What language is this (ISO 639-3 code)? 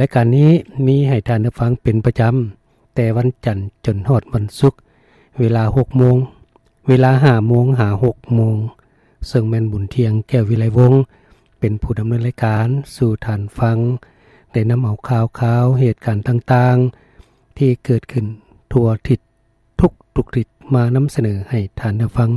lao